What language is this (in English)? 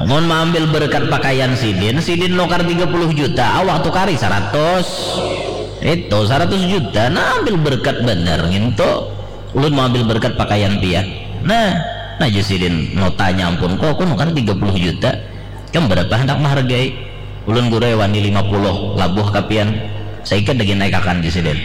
Banjar